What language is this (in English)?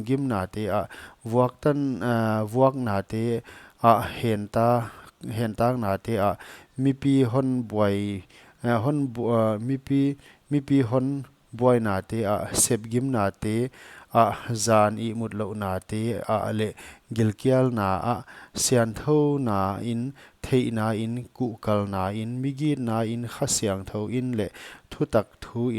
Paite Chin